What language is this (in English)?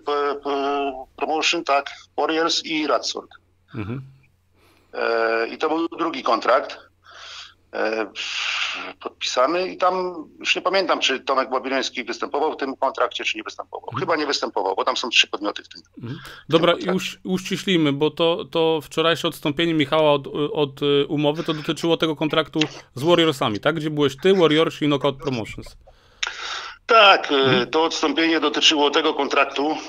Polish